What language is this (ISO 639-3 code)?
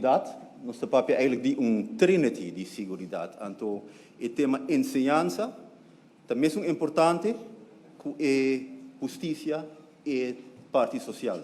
pap